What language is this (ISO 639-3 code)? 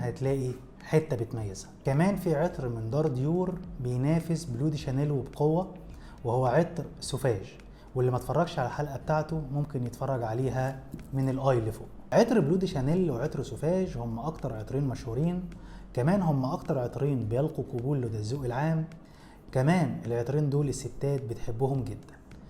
arz